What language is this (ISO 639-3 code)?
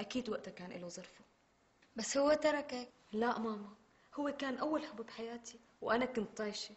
apc